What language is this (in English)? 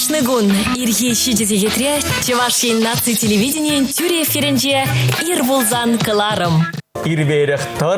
Chuvash